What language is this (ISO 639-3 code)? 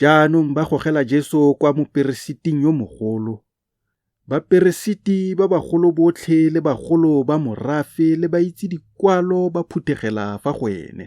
tsn